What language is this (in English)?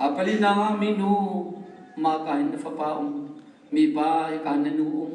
Hakha Chin